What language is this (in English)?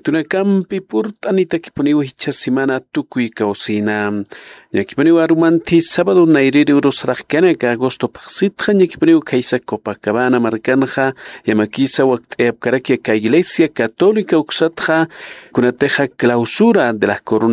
Aymara